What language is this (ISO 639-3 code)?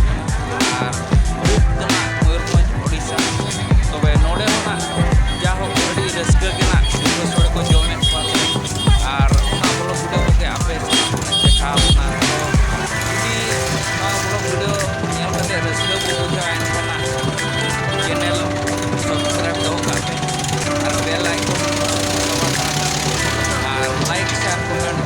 sat